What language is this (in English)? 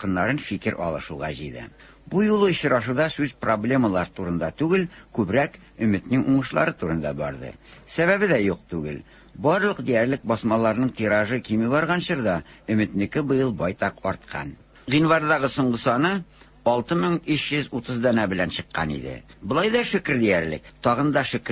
Tatar